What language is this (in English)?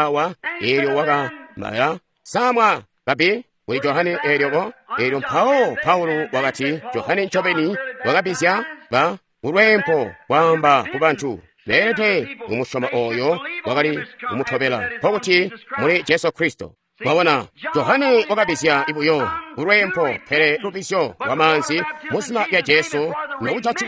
Tonga (Zambia)